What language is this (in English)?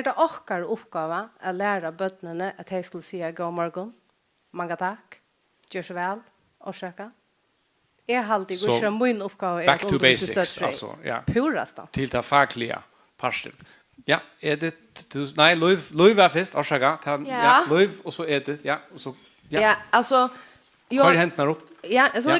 Faroese